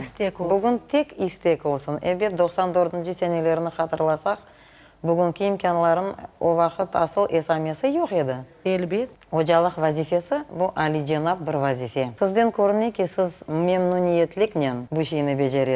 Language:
Crimean Tatar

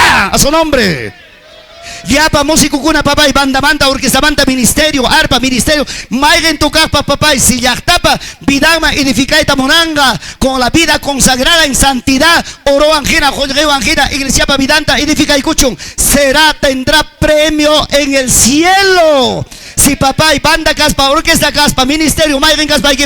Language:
Ayacucho Quechua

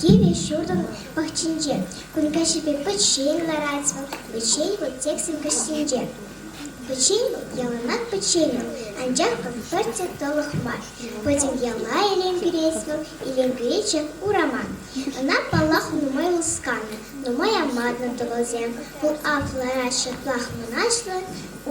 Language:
Chuvash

